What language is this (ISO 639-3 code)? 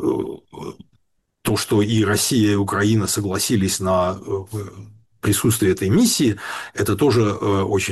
rus